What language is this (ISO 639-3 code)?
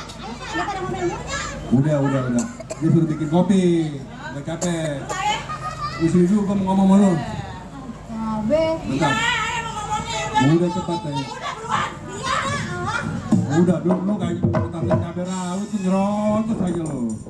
bew